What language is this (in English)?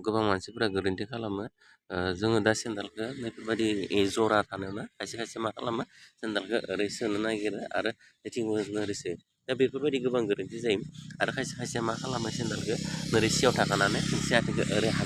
Bodo